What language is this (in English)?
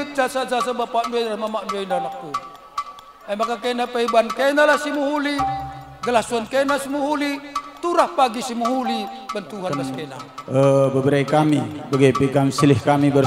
Batak Karo